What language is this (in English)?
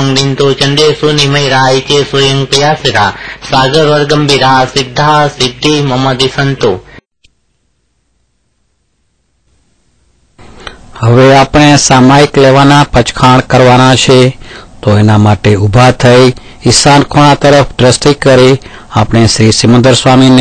Gujarati